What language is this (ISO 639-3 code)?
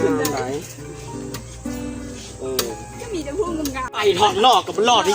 lao